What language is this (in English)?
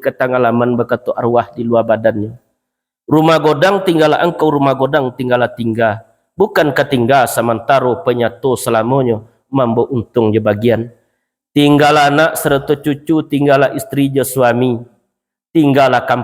Minangkabau